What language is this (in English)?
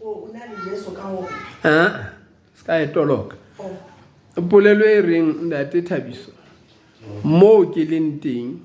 Southern Sotho